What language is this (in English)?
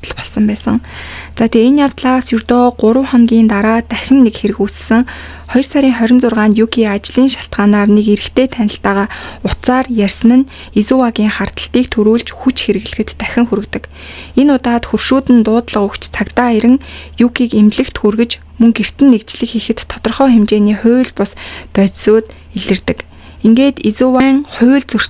Mongolian